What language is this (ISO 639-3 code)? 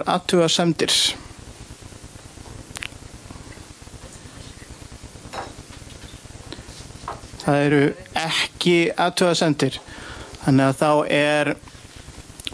isl